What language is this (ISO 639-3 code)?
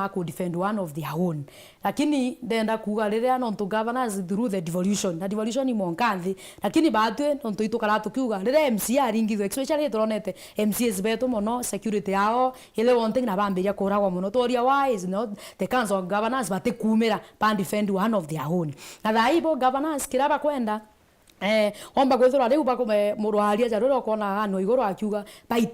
mer